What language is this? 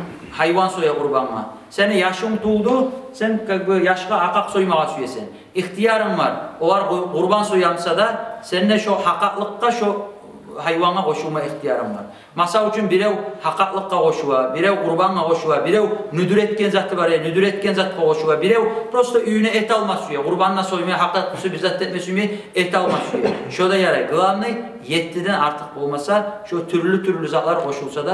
Kumyk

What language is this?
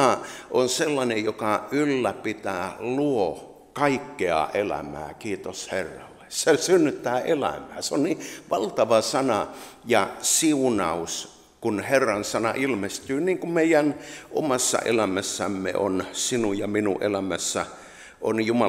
Finnish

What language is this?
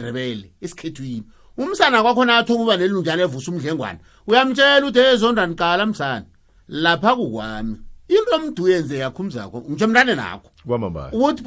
South Ndebele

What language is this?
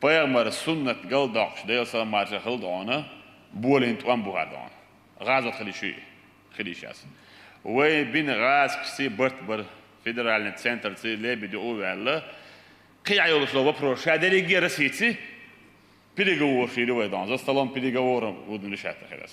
Chechen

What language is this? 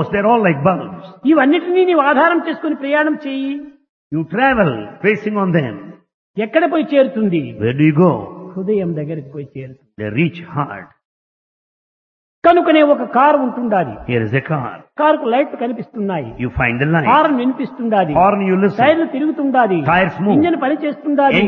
Telugu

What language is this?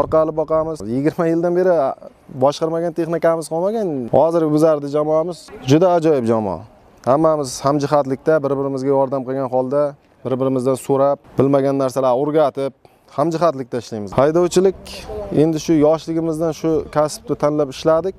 Uzbek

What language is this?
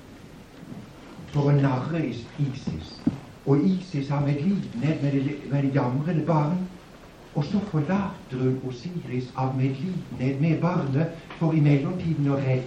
Norwegian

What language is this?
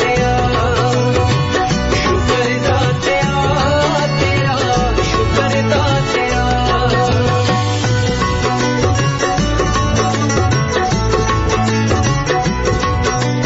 Punjabi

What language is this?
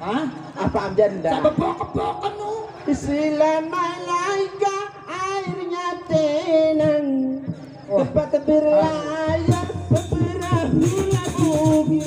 Sasak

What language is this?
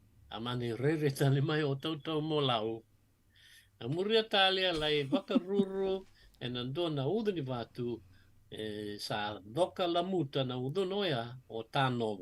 Fijian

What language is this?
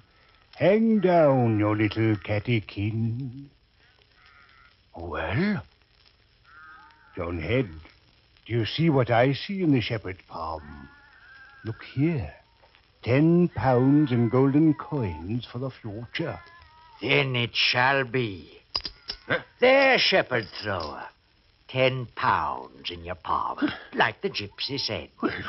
English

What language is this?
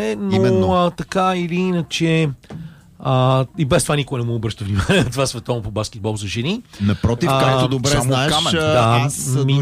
Bulgarian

